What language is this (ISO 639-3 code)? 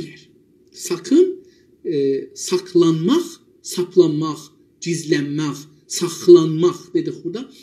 azb